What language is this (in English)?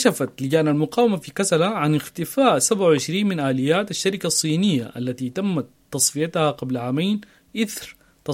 Sudanese Arabic